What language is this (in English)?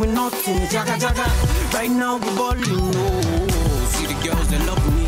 Nigerian Pidgin